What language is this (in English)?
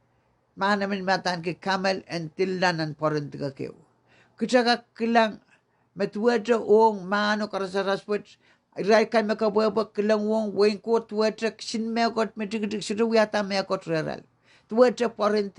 Pohnpeian